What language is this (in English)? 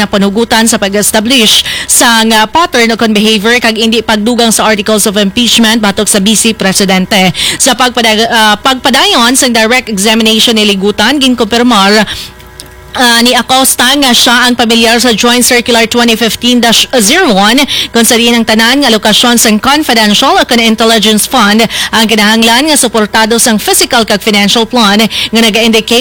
Hiligaynon